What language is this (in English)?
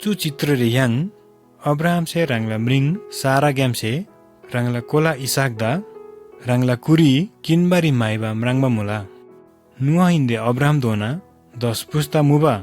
Eastern Tamang